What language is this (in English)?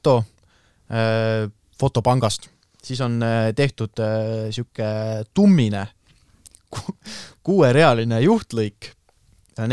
Estonian